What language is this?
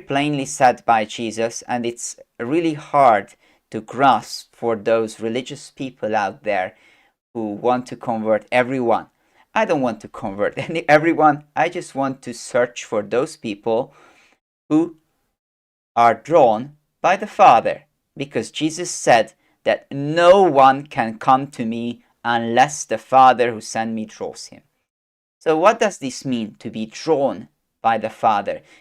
English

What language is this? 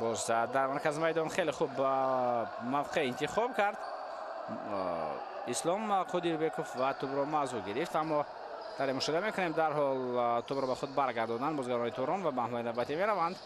Tajik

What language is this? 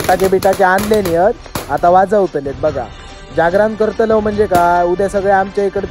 Konkani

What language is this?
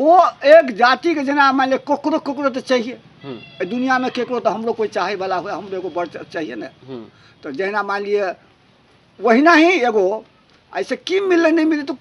Maithili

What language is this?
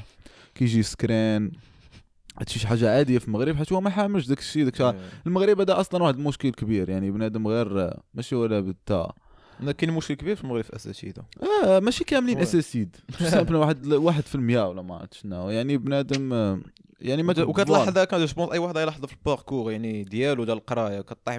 Moroccan Arabic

